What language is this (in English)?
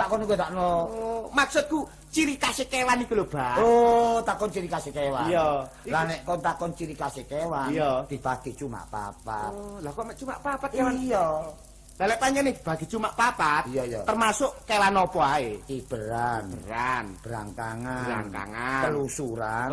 Javanese